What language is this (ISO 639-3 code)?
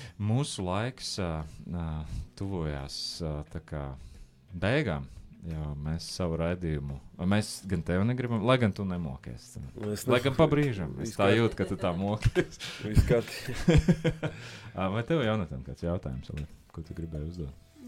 lav